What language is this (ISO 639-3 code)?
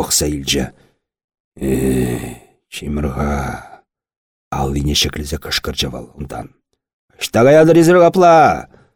chv